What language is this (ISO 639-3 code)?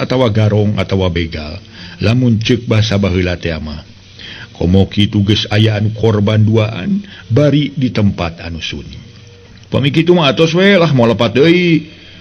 sun